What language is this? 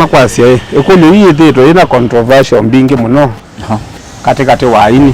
Kamba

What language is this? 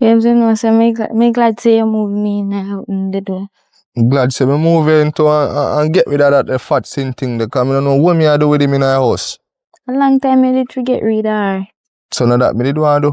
Jamaican Creole English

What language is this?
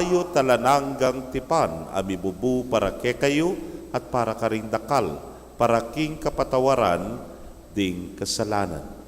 Pampanga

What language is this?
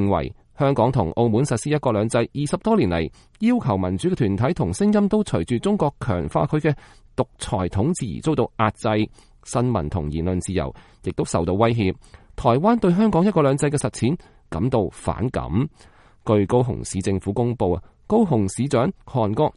Cantonese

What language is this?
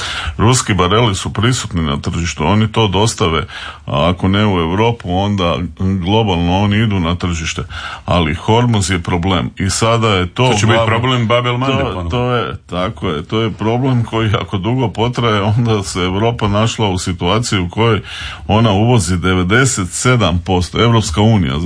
Croatian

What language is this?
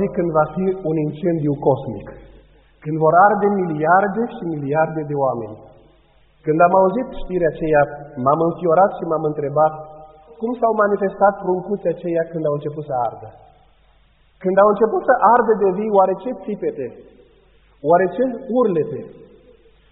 Romanian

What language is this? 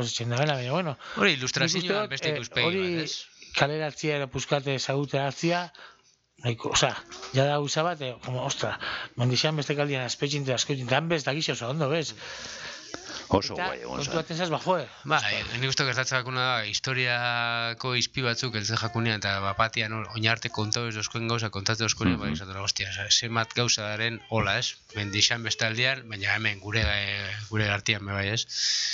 Basque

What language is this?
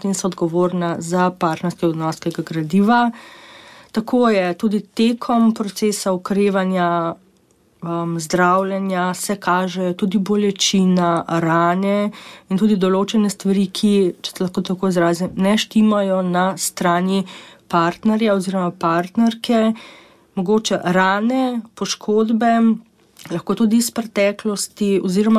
Slovenian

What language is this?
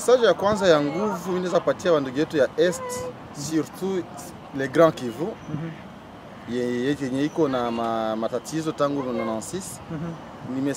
Swahili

